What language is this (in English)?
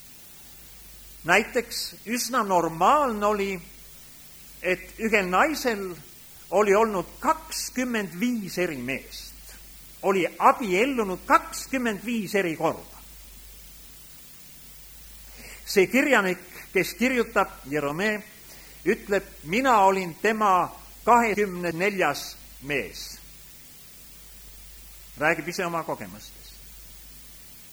Estonian